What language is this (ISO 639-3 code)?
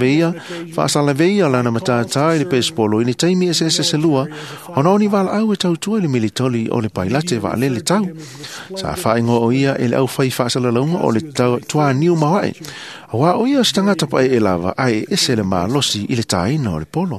smo